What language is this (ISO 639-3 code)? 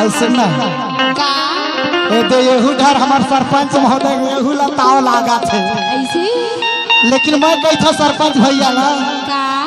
hne